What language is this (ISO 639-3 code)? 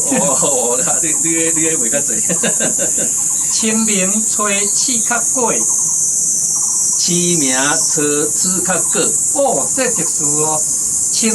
nan